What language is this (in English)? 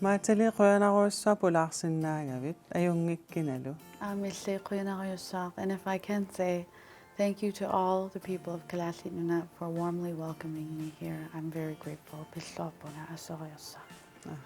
Kalaallisut